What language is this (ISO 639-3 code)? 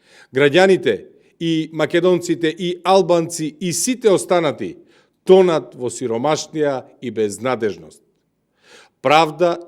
mkd